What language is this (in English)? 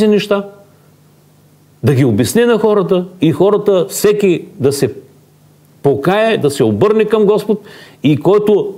Bulgarian